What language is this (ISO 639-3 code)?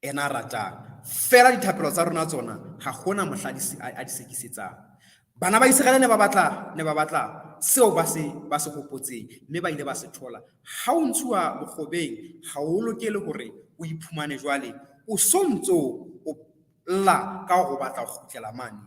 sot